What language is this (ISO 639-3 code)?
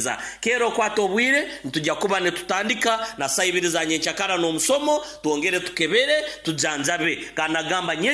nyo